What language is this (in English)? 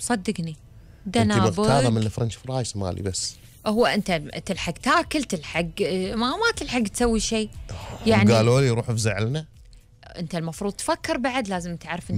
Gulf Arabic